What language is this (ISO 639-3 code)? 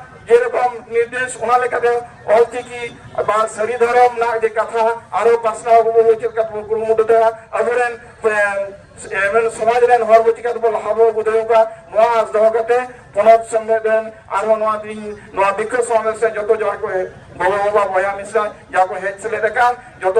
sat